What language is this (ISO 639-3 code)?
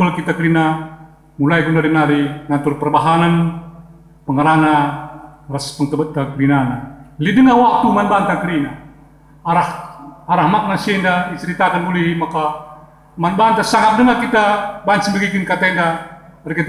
btx